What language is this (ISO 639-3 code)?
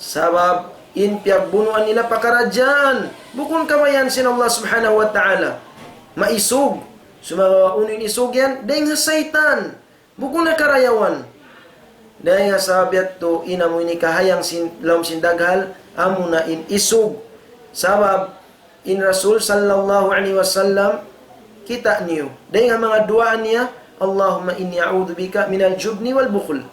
tsg